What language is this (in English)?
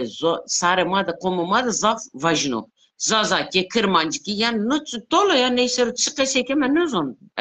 Zaza